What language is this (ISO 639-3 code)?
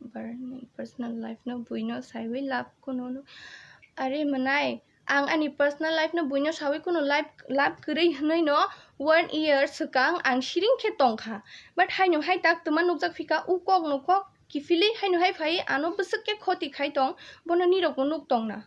trp